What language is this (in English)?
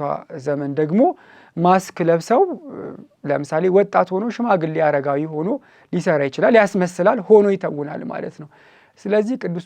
Amharic